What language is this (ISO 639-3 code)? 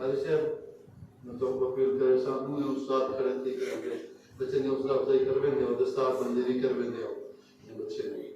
skr